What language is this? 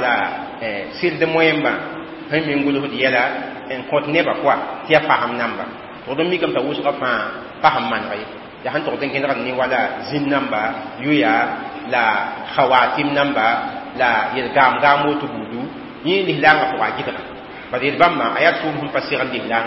Mossi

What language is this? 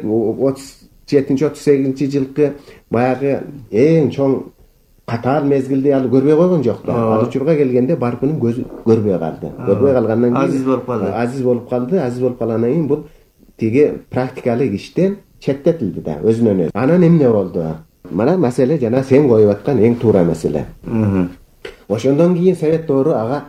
Kyrgyz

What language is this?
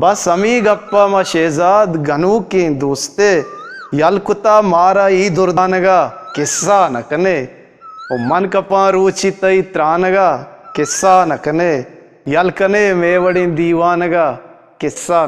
Eastern Balochi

